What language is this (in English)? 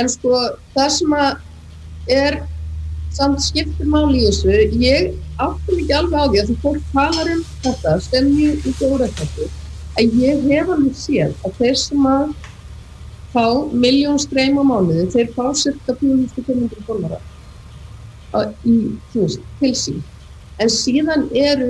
Icelandic